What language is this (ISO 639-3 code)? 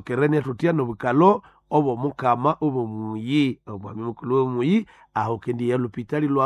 nnb